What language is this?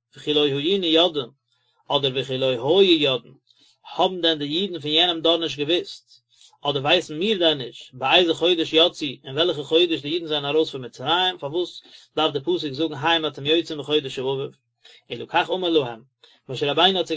Yiddish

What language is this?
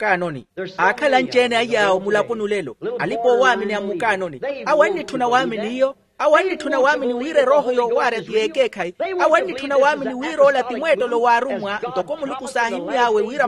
Makhuwa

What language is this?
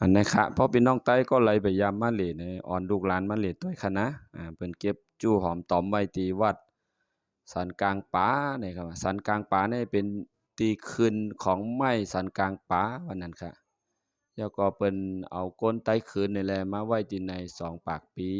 Shan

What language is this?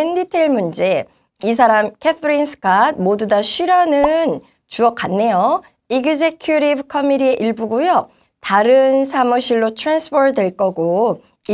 Korean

